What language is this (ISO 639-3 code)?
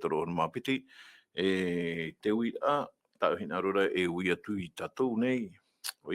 tah